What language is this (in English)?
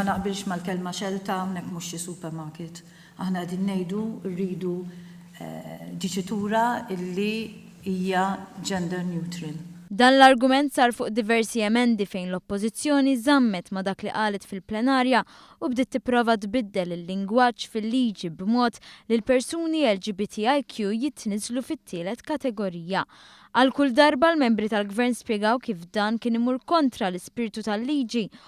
Maltese